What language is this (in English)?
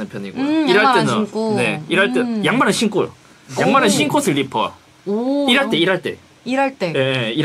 Korean